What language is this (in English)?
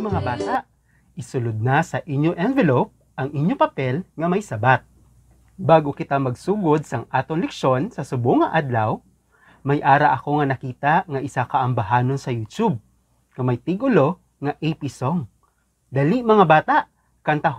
Hiligaynon